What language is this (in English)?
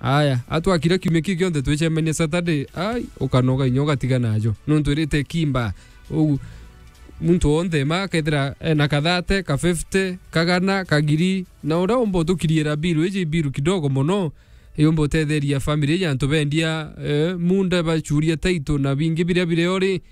Meru